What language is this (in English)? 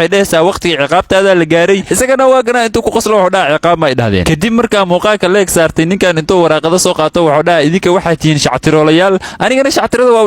Somali